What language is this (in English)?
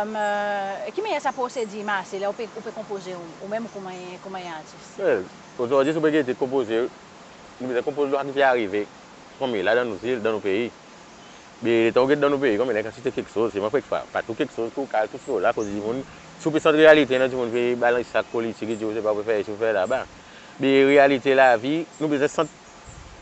Seselwa Creole French